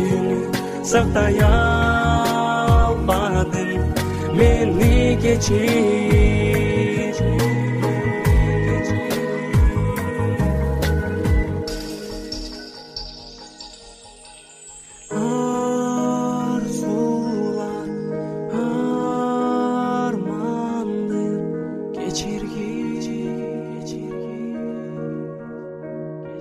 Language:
Kyrgyz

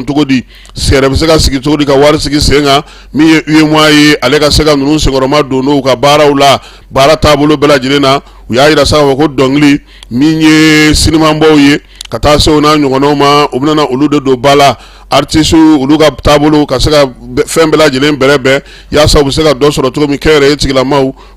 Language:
Bambara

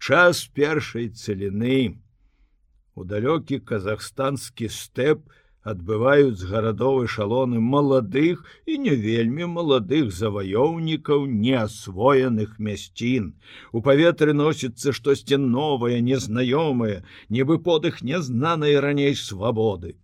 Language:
Belarusian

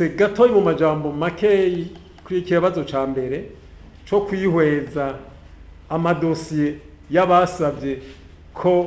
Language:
Rundi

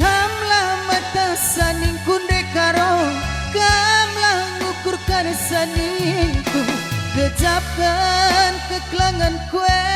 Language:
Batak Karo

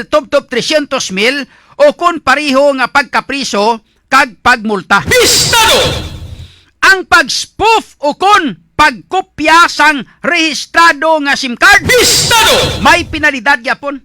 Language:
Hiligaynon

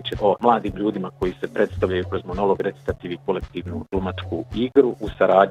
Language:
Bosnian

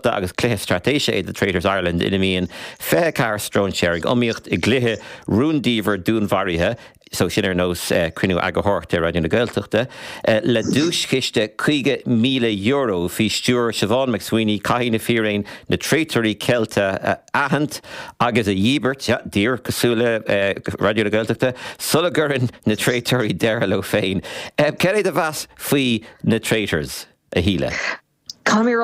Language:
Irish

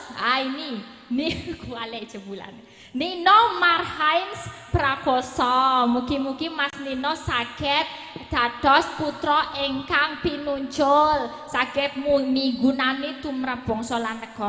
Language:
Javanese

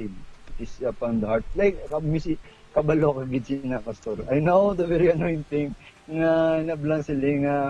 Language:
Hiligaynon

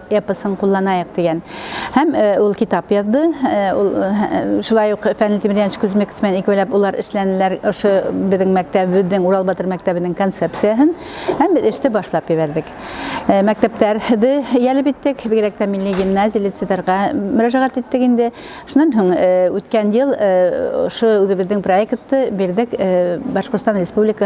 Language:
Bashkir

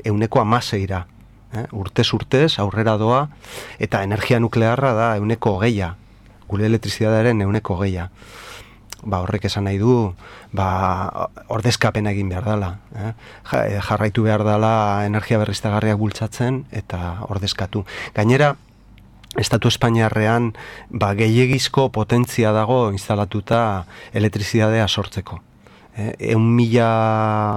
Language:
Basque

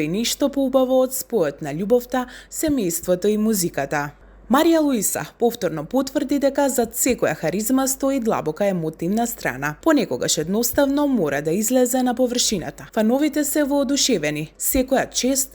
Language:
Macedonian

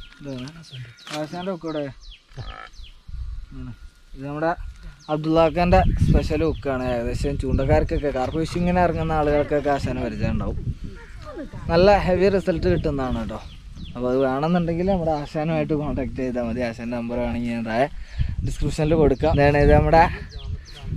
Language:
Malayalam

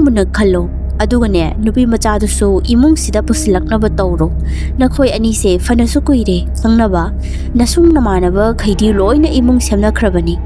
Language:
Manipuri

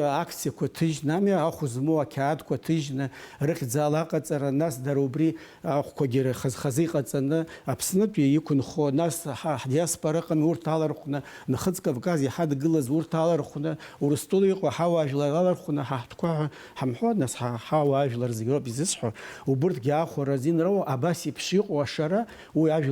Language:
Abkhazian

